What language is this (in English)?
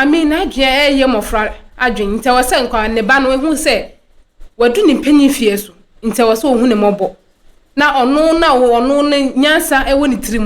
Akan